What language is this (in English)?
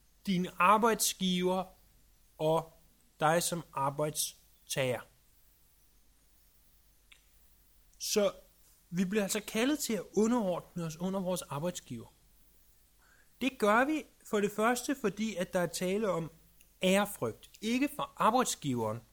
Danish